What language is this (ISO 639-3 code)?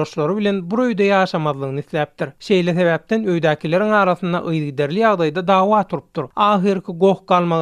tuk